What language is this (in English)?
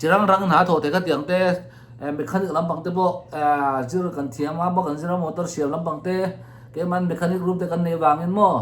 Mizo